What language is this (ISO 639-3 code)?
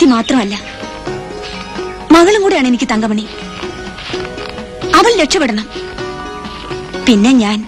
mal